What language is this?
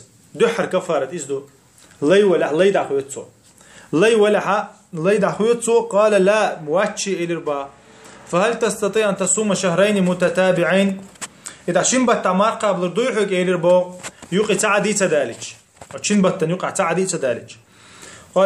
Chechen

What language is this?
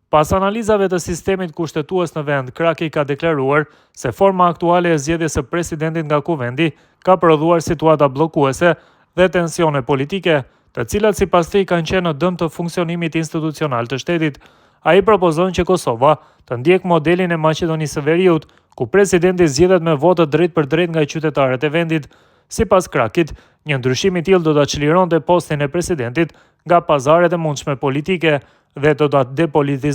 Albanian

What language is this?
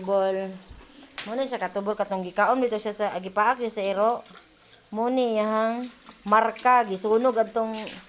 Cebuano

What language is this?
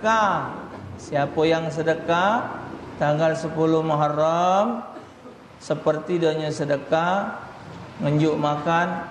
Musi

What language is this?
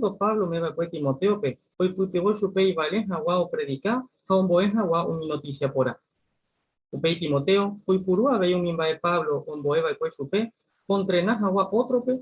Guarani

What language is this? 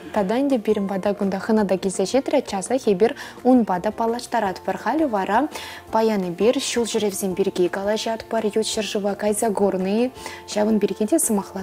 Chuvash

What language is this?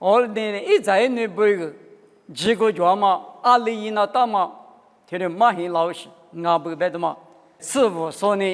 Lisu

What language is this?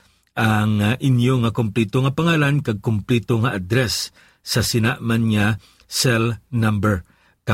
Hiligaynon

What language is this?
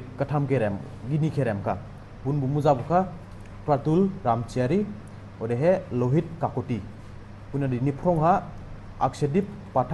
Dimasa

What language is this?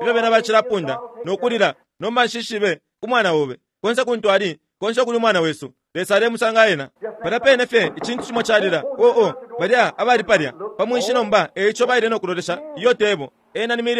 Bemba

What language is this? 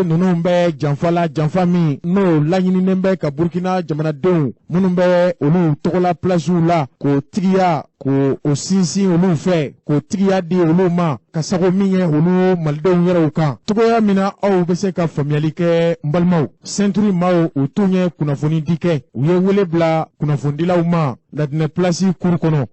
Bambara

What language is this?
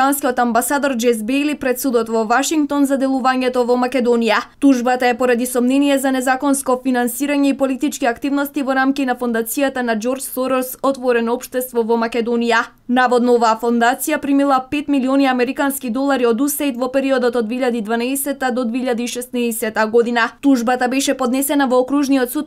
Macedonian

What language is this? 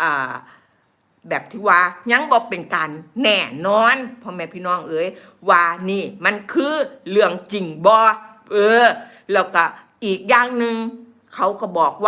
Northeastern Thai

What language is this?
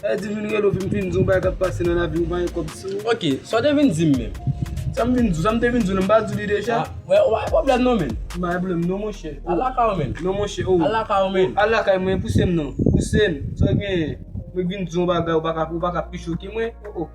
Haitian Creole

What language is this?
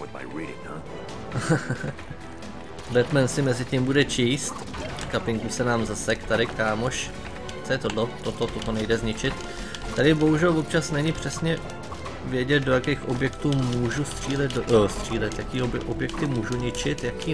Czech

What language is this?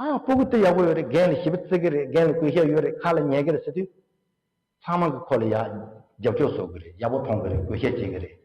Tibetan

